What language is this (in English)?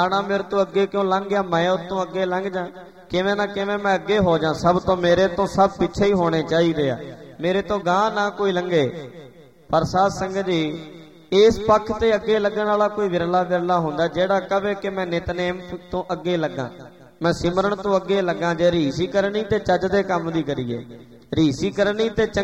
Punjabi